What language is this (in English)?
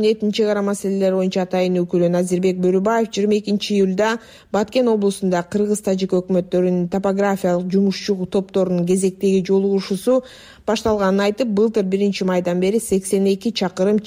Kyrgyz